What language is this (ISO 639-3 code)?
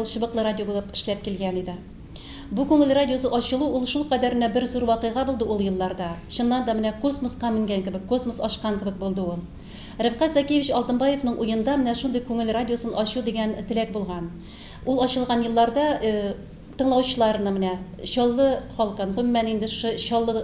tat